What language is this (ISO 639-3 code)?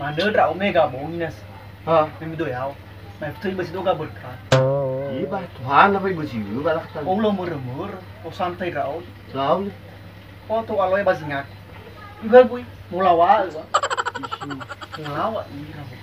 nia